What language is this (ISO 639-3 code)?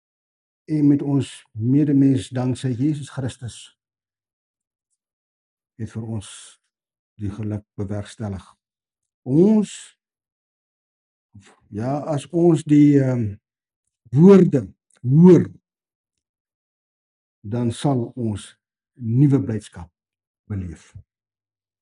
afr